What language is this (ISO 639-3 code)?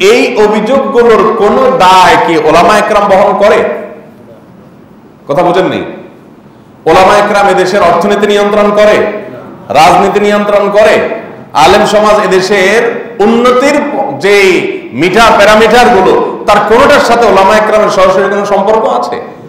ben